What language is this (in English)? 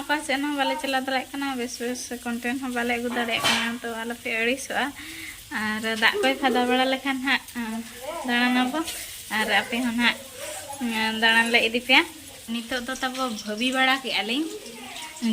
Santali